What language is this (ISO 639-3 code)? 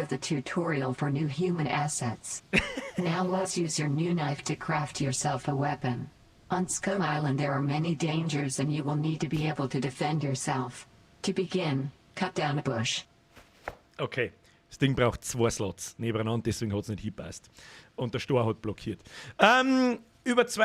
bar